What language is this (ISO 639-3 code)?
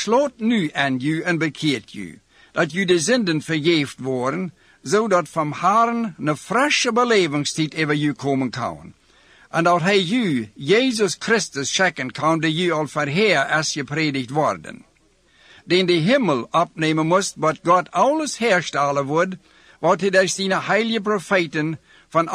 nld